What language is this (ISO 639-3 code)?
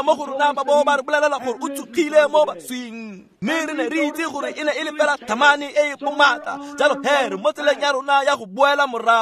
tsn